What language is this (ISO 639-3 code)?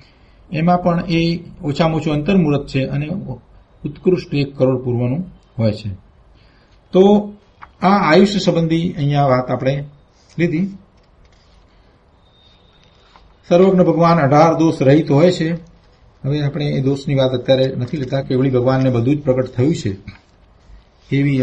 guj